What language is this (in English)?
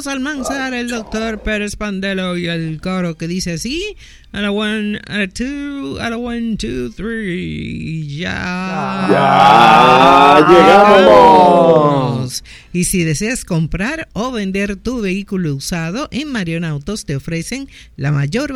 Spanish